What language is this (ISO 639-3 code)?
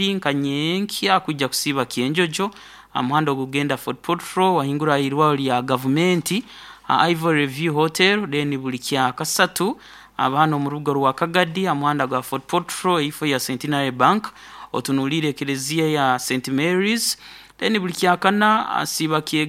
nyo